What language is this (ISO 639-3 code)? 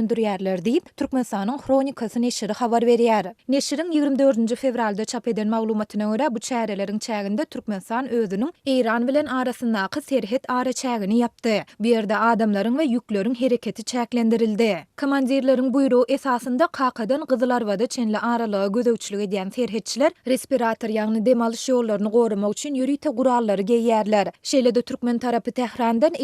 tuk